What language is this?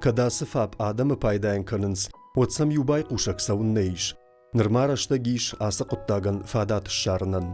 Ossetic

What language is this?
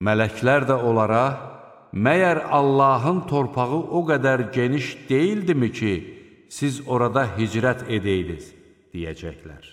Azerbaijani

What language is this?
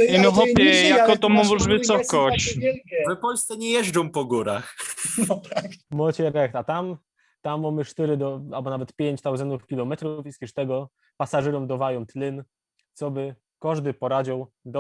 Silesian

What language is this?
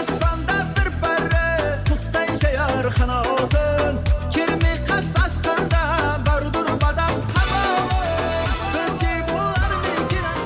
Kara-Kalpak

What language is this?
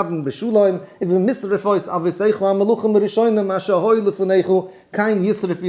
Yiddish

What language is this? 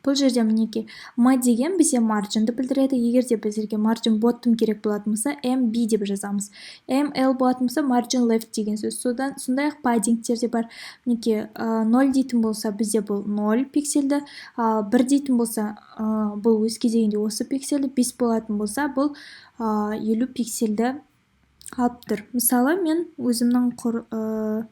Kazakh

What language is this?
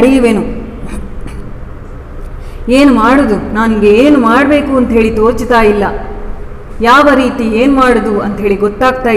Kannada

